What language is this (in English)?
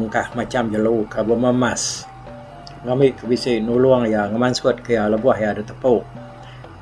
Iban